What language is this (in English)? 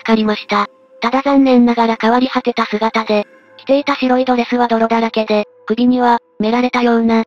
Japanese